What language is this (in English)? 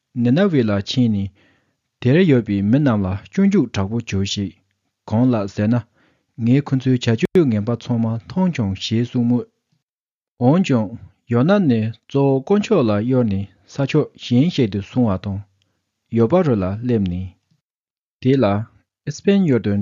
Tibetan